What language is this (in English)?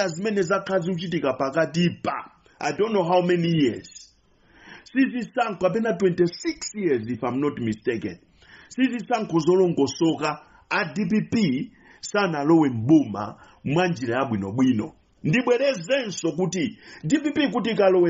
Nyanja